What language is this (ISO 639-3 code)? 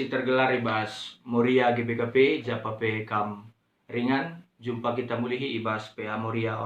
btx